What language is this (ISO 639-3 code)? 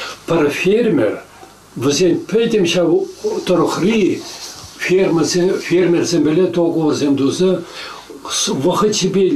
chv